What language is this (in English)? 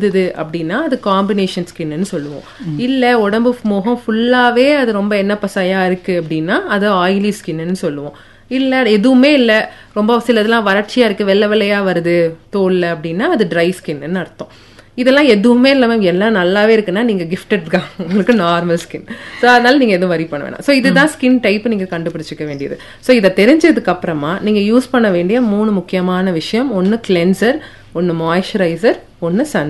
Tamil